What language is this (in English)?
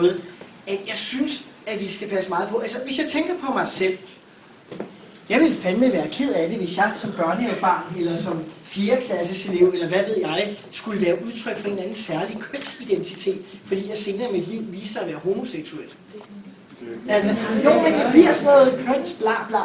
Danish